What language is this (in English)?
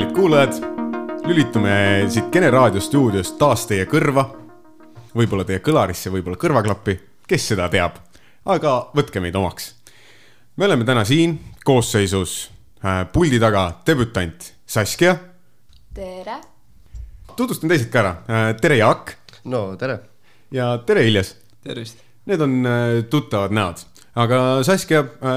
Estonian